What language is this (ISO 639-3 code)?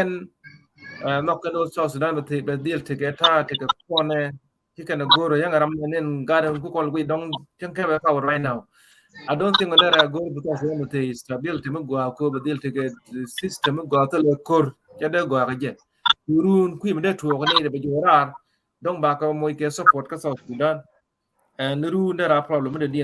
nus